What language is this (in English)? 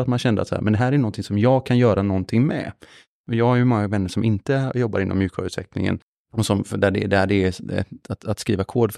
Swedish